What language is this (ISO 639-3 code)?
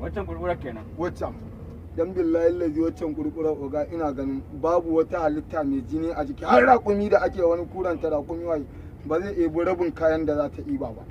hau